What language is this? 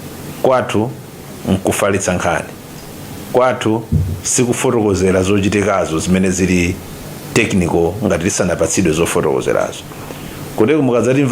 Nyanja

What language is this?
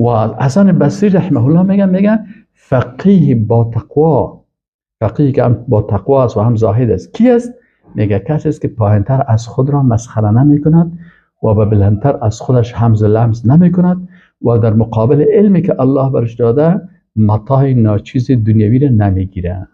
Persian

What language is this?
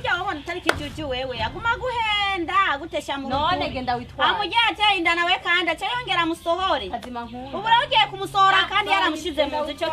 Rundi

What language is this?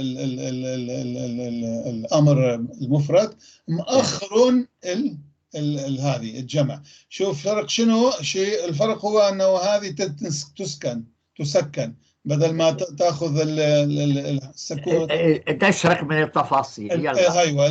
North Levantine Arabic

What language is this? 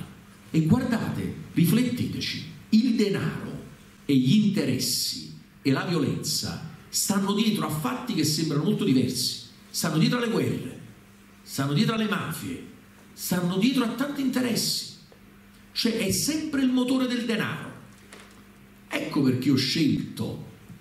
Italian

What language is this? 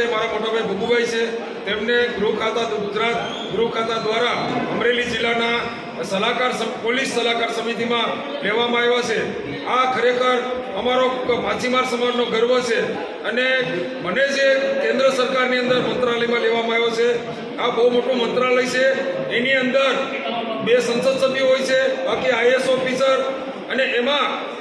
Gujarati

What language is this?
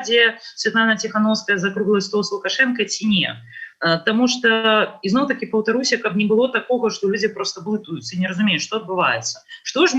Belarusian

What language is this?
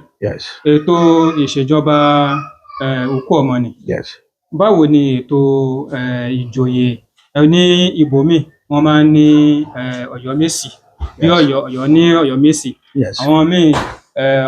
Yoruba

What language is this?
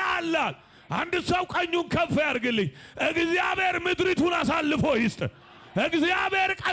Amharic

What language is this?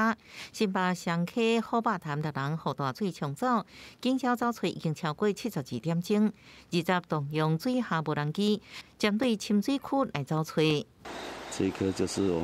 Min Nan Chinese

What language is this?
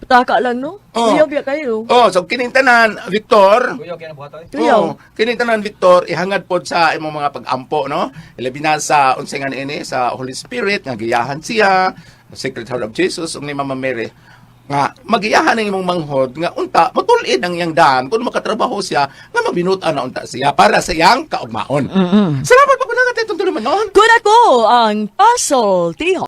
Cebuano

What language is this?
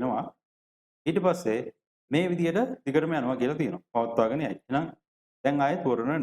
Sinhala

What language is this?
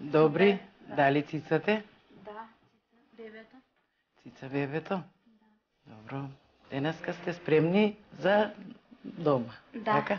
Macedonian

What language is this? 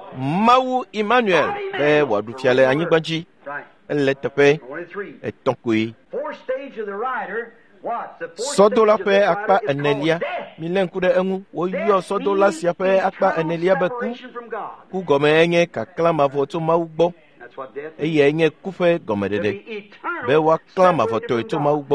Ewe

